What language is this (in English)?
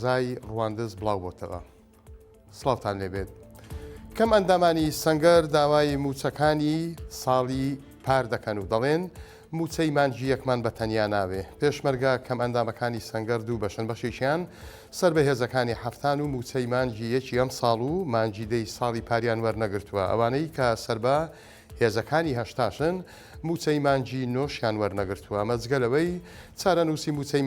Central Kurdish